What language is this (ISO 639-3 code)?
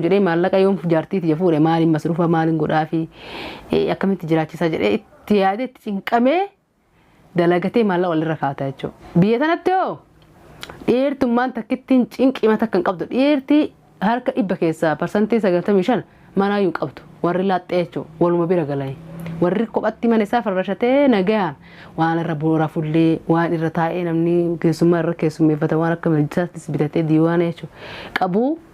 orm